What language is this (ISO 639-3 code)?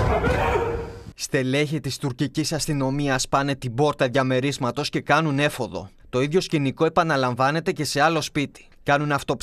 ell